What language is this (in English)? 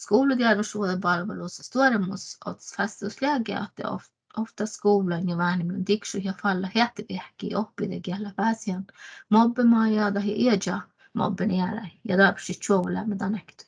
Northern Sami